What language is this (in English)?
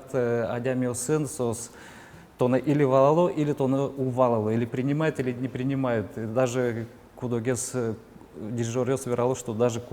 Udmurt